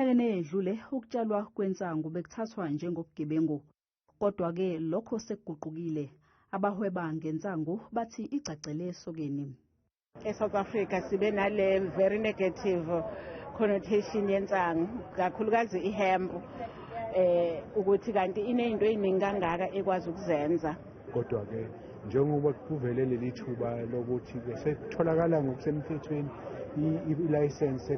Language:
Zulu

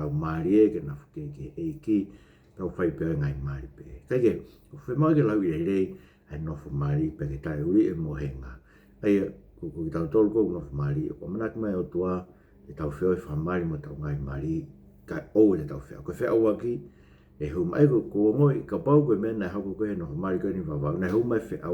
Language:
Tongan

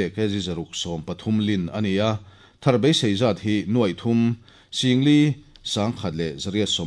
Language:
Mizo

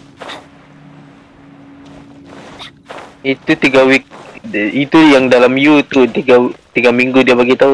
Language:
Malay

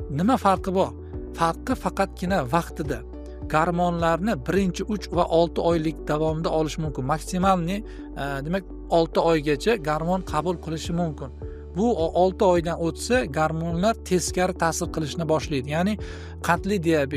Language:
Uzbek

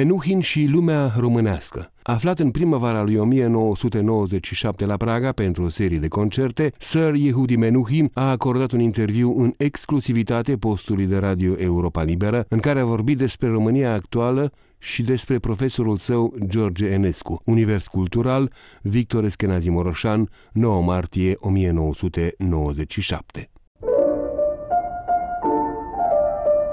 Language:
Romanian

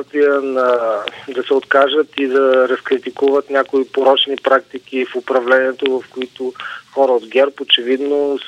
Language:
Bulgarian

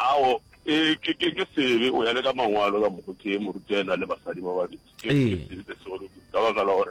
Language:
Northern Sotho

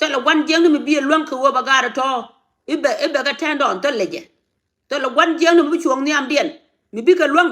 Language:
Nuer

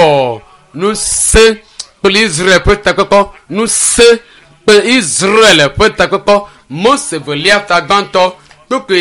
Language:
Ewe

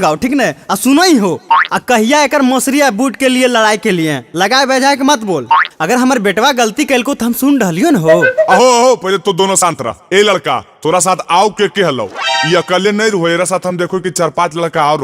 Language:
Magahi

